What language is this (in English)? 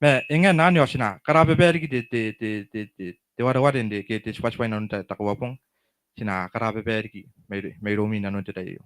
Gilbertese